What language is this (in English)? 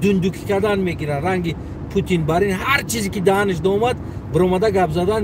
Tajik